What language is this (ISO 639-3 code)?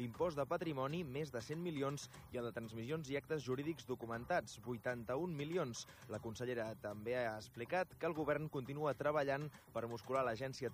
cat